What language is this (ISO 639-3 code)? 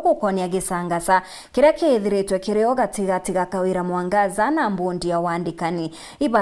mer